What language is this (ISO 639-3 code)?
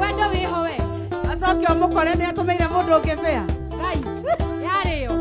kik